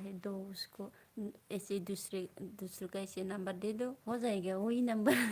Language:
Bodo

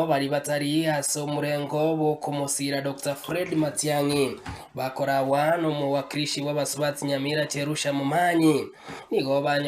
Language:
Gusii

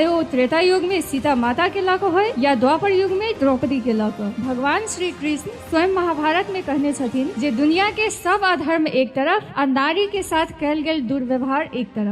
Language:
Maithili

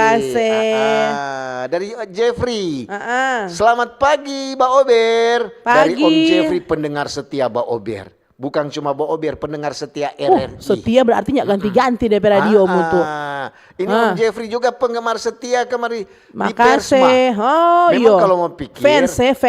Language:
Manado Malay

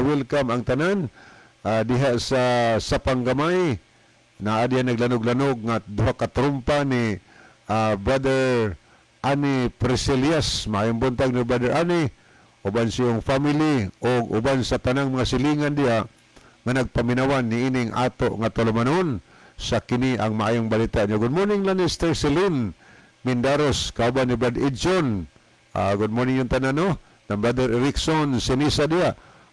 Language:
Cebuano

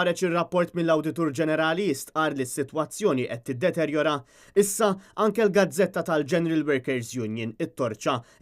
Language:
Maltese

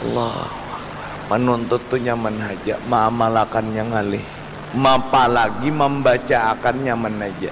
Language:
Banjar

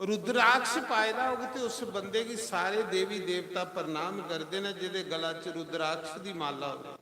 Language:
Dogri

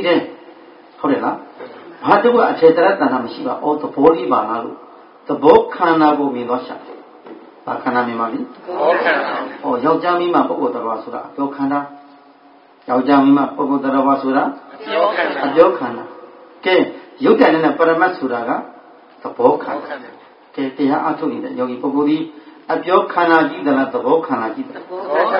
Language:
Burmese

